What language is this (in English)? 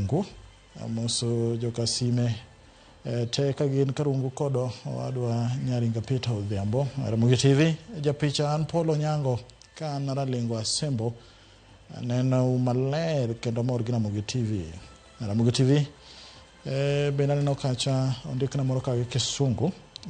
Luo (Kenya and Tanzania)